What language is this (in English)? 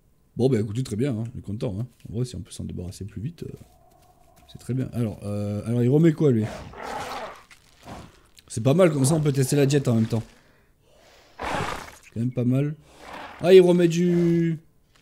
French